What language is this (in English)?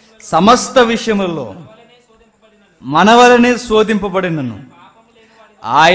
Telugu